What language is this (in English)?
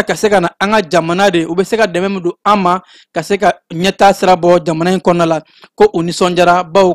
Bambara